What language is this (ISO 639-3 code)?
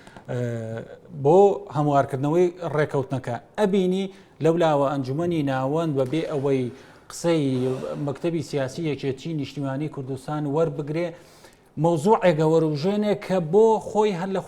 ckb